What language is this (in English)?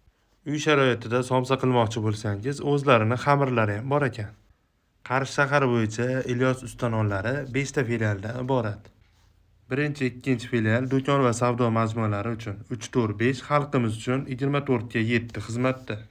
Uzbek